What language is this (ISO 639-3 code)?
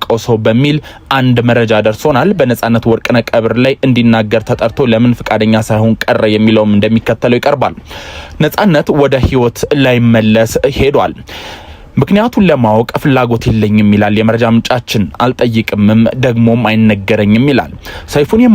amh